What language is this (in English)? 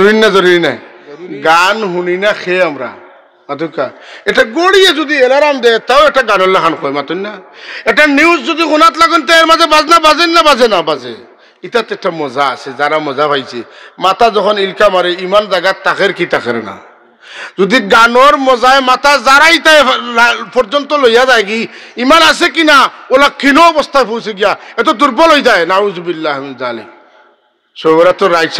Sylheti